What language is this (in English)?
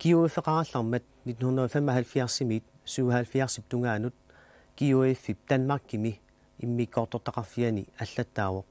Kalaallisut